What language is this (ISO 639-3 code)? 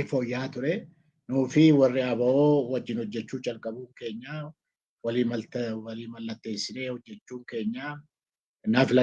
orm